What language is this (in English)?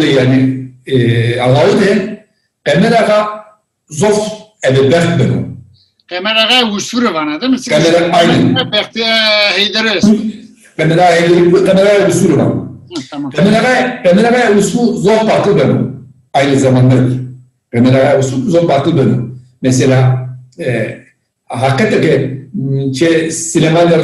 Zaza